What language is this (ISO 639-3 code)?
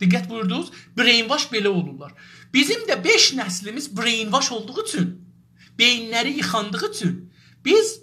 azb